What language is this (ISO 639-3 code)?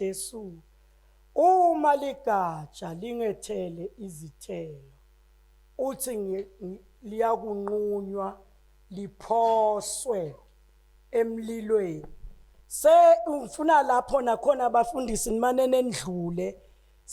zul